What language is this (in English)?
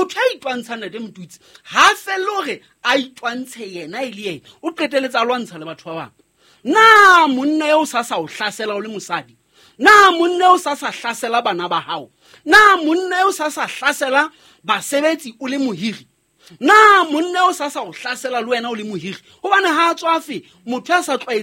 Southern Sotho